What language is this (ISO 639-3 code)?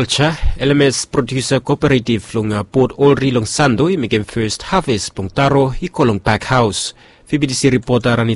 bis